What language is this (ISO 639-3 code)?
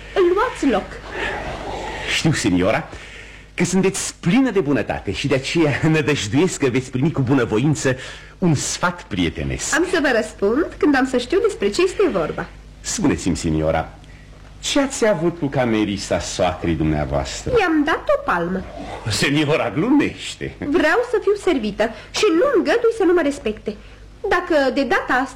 ron